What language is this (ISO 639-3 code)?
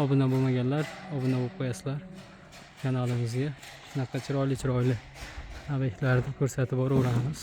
uzb